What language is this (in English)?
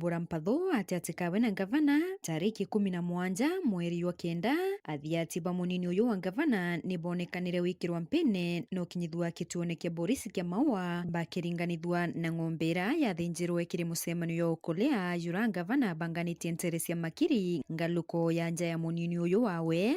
Meru